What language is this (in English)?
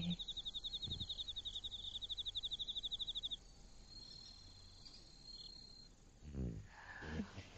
Japanese